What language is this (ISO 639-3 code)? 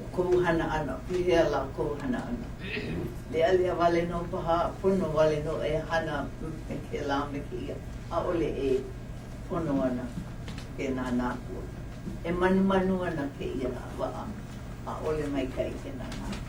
haw